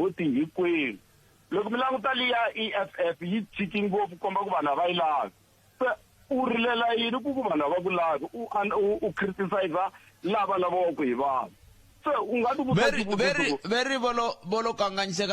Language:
Tsonga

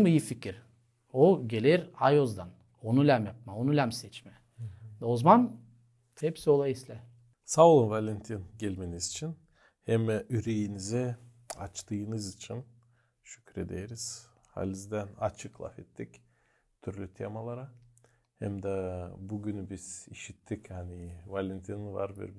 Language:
Gagauz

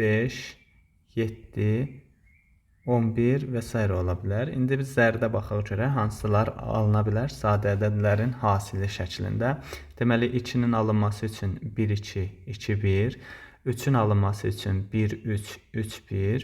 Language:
Azerbaijani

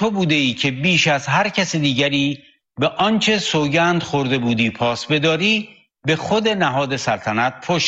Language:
Persian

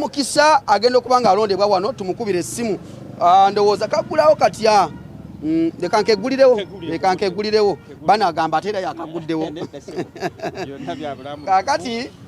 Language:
Ganda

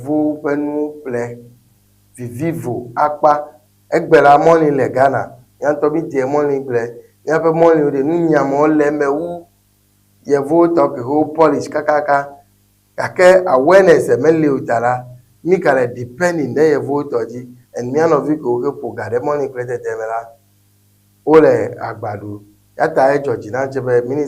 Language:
Ewe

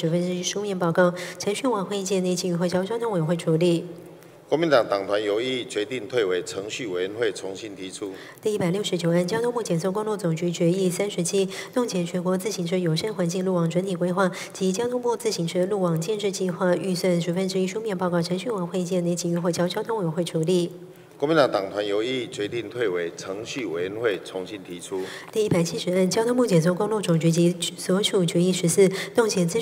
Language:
Chinese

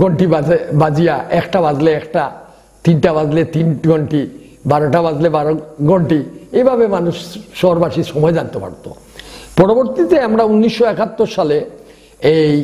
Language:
Sylheti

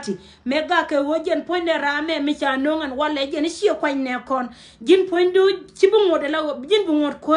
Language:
Nuer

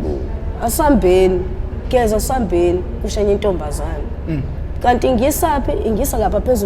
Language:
Zulu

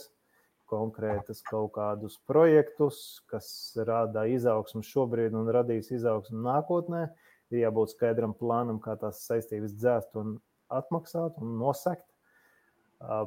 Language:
Latvian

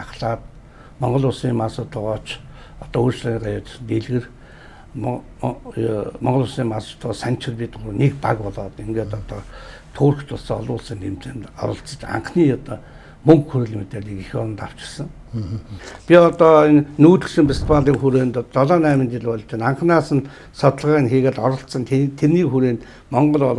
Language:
Mongolian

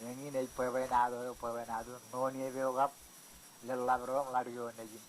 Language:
Marshallese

